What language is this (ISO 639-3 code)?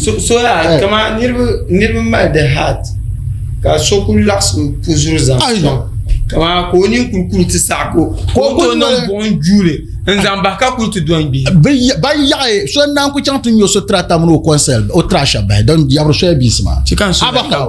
dag